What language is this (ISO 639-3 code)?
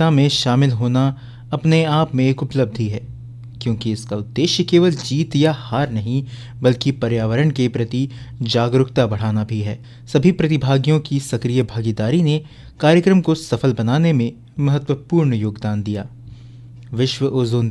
hin